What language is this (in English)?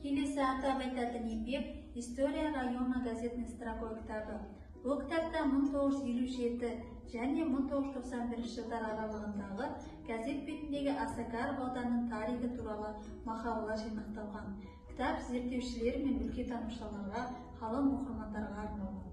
Kazakh